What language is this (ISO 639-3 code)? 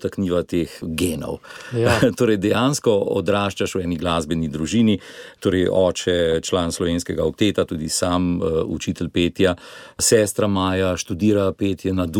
slv